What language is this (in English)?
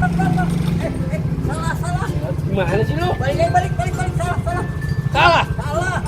Betawi